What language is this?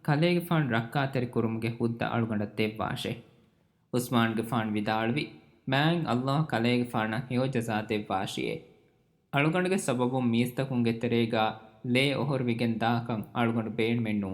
Divehi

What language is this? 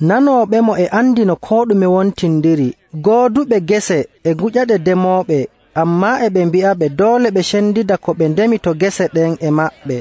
Nigerian Fulfulde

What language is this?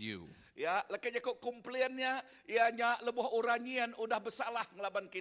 Iban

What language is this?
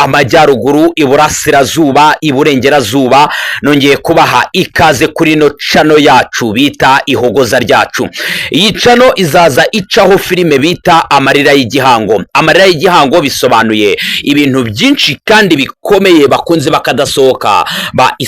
Kinyarwanda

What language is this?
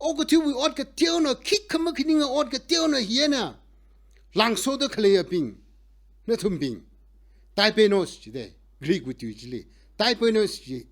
Tangkhul Naga (India)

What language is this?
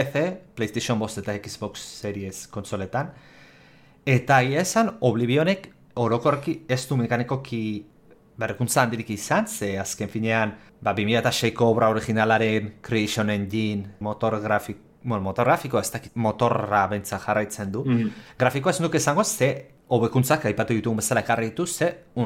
Basque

